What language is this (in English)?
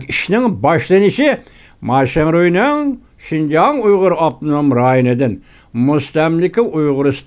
Uyghur